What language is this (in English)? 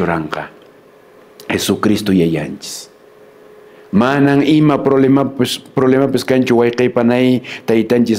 Quechua